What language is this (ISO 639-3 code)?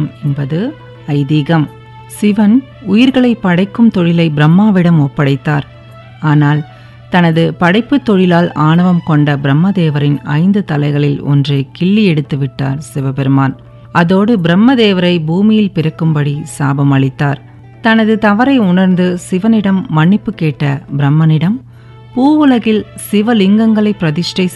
tam